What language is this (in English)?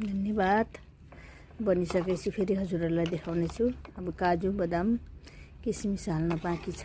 Nepali